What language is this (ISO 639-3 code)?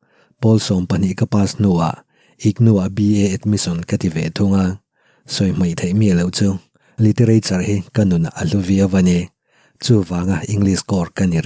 lus